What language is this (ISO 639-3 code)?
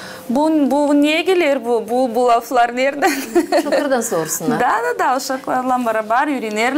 gag